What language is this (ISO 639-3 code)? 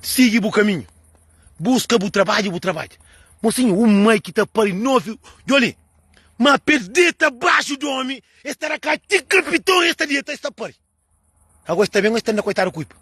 kea